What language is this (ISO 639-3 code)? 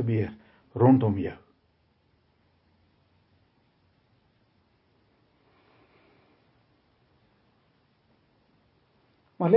afr